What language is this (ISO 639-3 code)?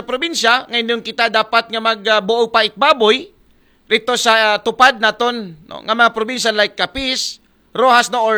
akl